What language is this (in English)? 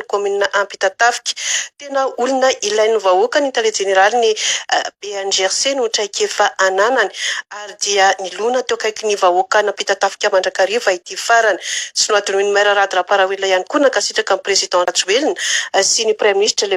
Malagasy